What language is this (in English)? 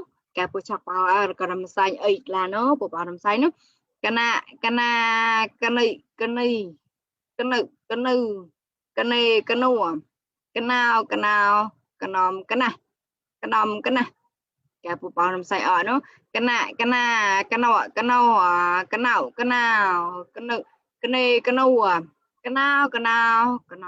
Mon